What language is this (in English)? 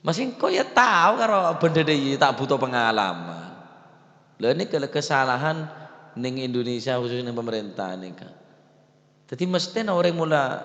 Madurese